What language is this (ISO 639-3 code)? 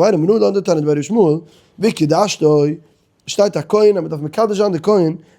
yid